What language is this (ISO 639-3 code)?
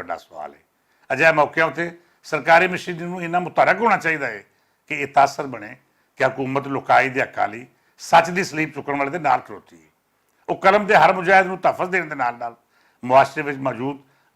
lah